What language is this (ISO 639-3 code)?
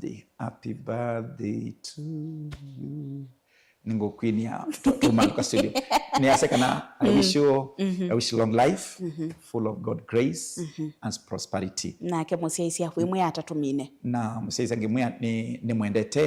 kam